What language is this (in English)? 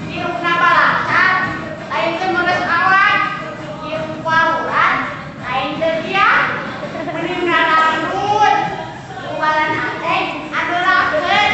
Sundanese